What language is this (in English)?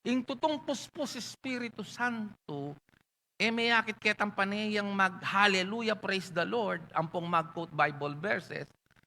Pampanga